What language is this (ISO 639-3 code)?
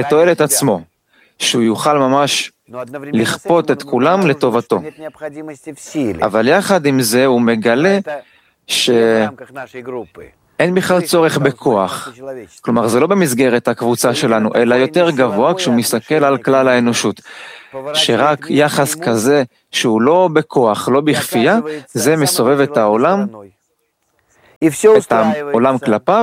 heb